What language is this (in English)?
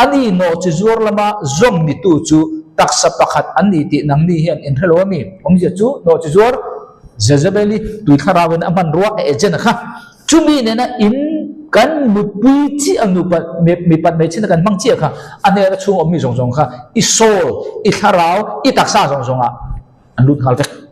Mizo